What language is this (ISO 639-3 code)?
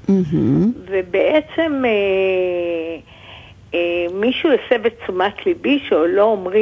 heb